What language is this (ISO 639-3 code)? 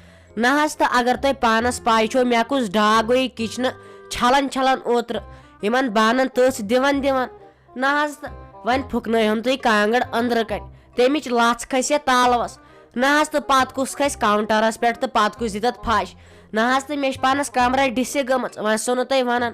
kas